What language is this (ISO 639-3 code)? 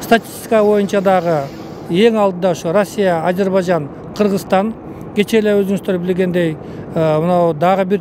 kir